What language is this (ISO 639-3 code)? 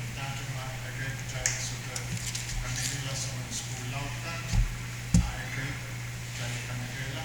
pon